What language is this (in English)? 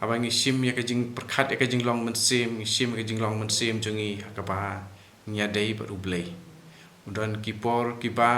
Khasi